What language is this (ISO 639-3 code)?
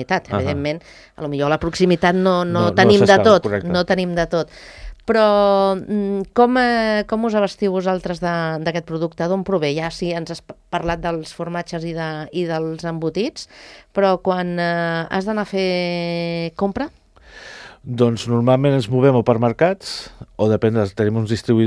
cat